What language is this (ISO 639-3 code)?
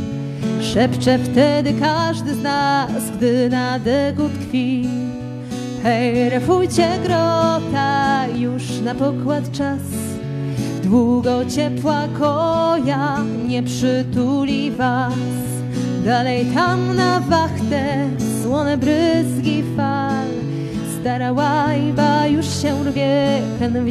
pol